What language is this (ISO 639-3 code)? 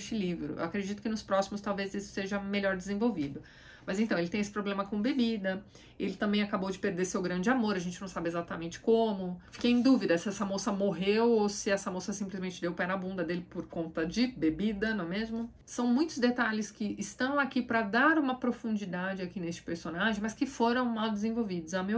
por